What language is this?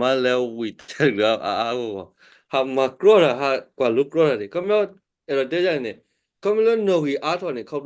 S'gaw Karen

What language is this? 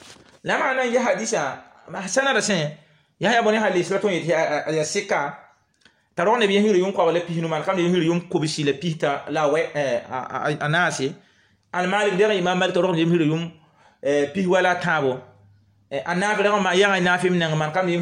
Mossi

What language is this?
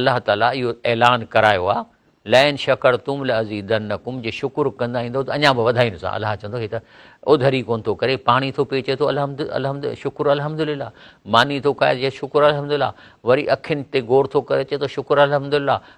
Sindhi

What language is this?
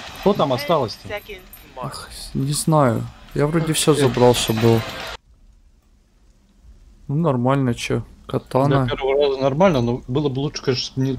Russian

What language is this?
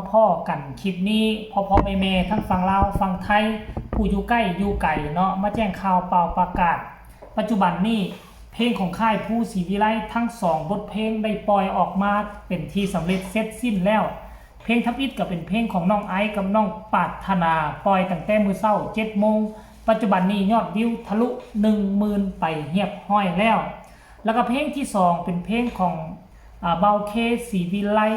Northeastern Thai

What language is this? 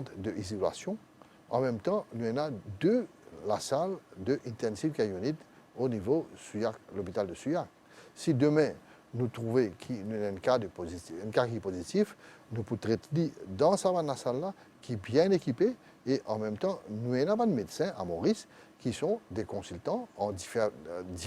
Morisyen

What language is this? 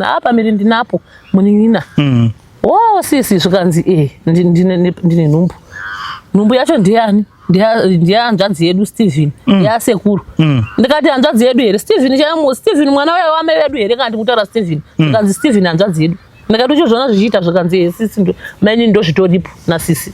Shona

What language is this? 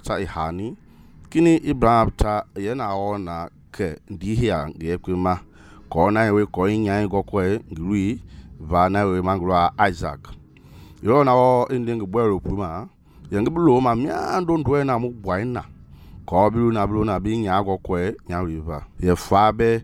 Mende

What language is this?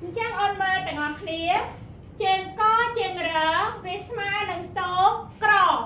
Khmer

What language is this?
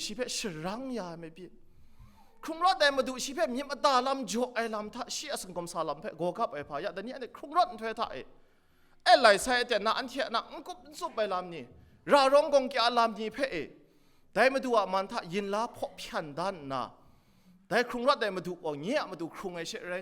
Kachin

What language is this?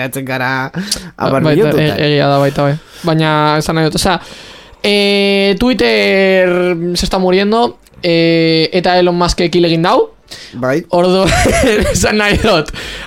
Basque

